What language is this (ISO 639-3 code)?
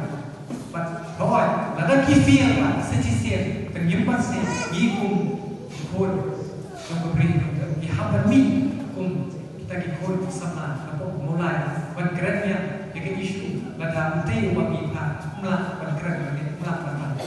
kha